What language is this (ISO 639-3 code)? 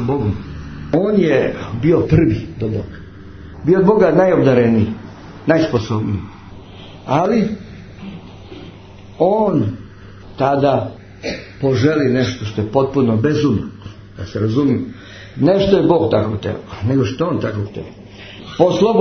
srp